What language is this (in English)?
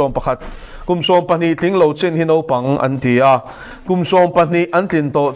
Mizo